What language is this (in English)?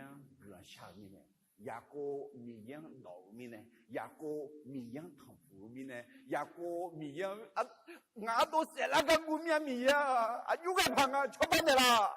Akha